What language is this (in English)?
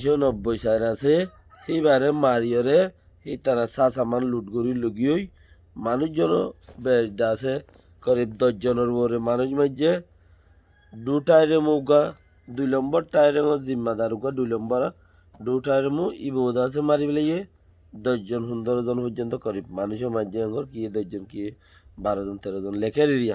Rohingya